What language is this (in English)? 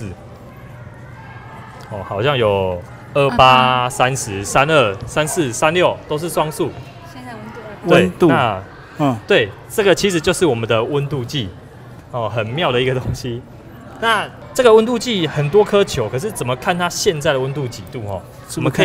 Chinese